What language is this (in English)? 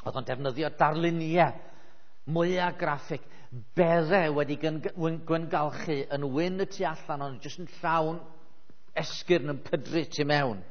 Welsh